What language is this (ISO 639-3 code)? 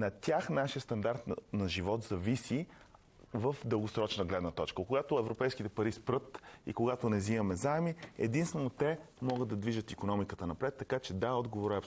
bul